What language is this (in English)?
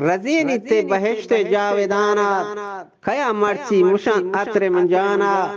Eastern Balochi